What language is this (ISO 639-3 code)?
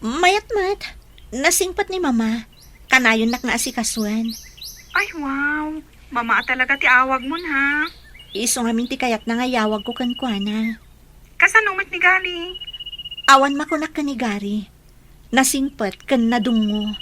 ilo